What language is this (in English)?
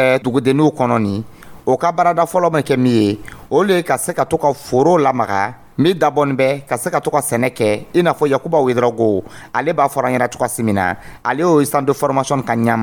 Dyula